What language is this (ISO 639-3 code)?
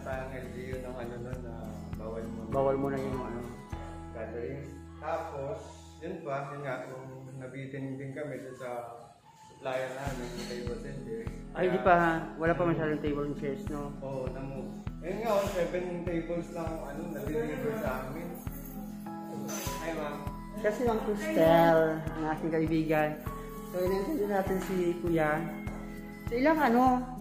fil